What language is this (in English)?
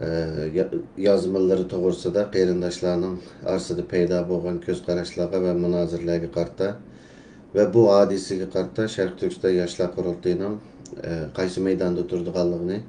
Uyghur